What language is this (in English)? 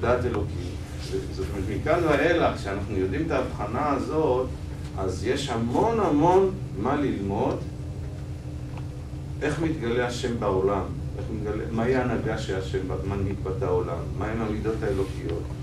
Hebrew